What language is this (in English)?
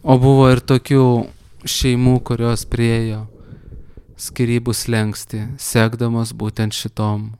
Lithuanian